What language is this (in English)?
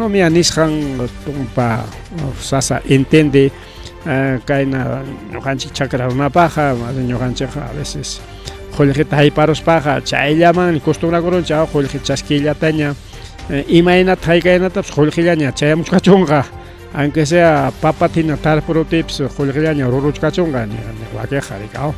Ayacucho Quechua